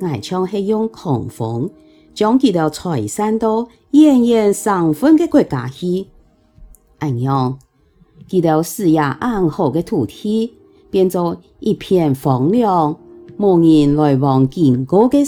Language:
Hakka Chinese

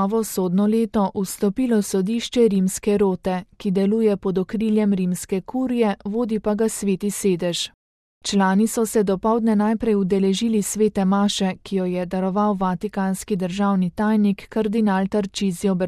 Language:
Slovenian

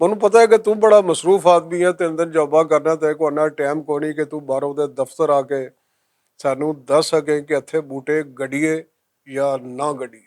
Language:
Western Panjabi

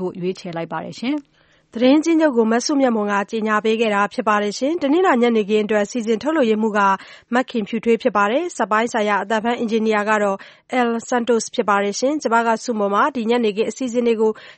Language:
Burmese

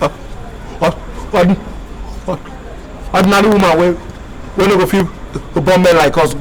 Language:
Nigerian Pidgin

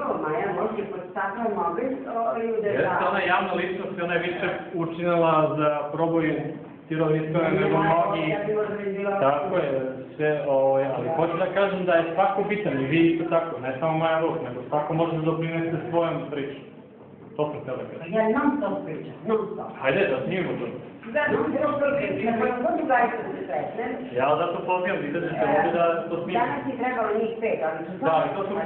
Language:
Serbian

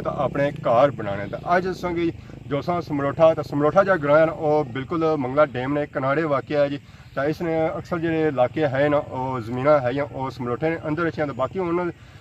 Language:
Pahari-Potwari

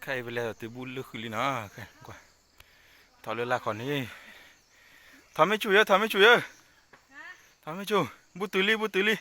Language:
S'gaw Karen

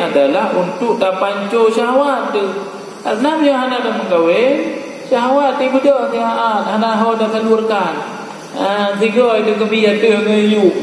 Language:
Achinese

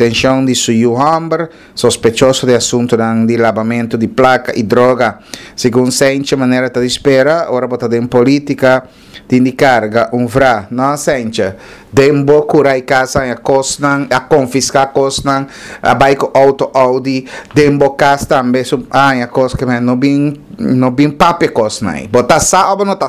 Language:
Papiamento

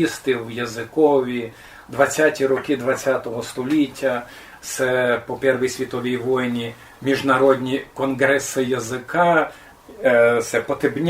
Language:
Rusyn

